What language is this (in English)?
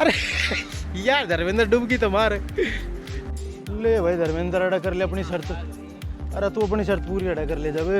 Haryanvi